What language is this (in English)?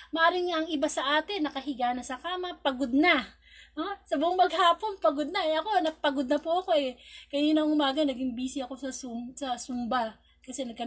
Filipino